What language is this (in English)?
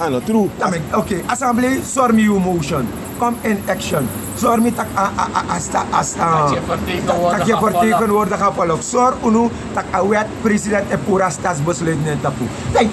Sranan Tongo